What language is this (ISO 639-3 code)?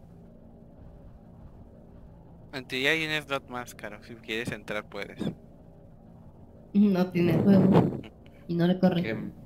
spa